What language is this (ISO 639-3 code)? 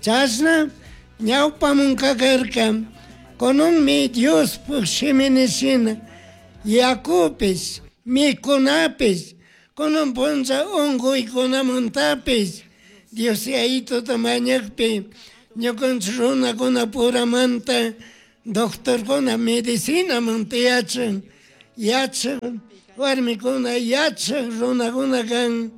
qug